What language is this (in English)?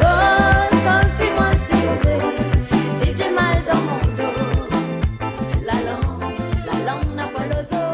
Réunion Creole French